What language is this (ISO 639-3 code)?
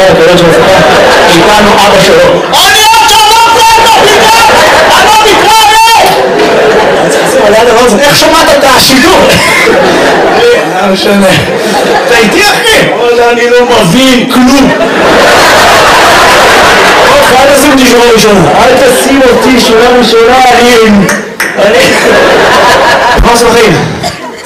heb